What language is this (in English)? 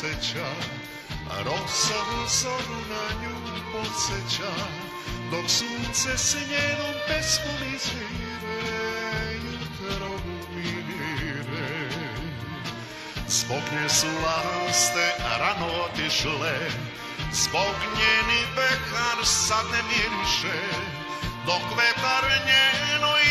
Serbian